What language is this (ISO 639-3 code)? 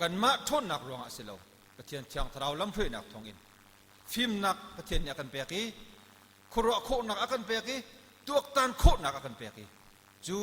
cnh